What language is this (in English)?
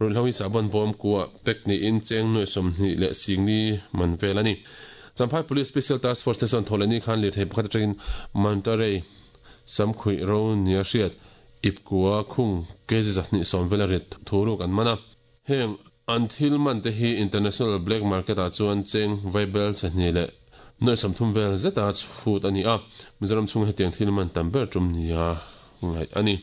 Mizo